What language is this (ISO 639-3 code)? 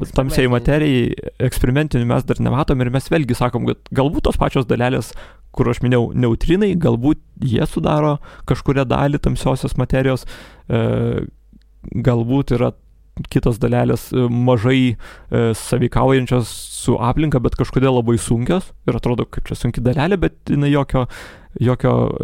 lit